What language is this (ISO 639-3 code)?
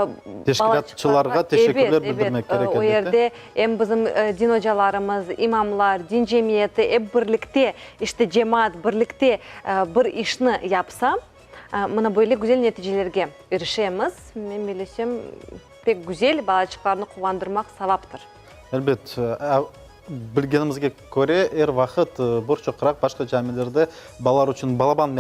crh